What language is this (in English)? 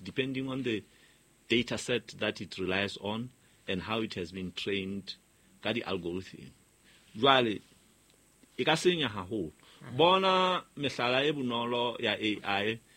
Southern Sotho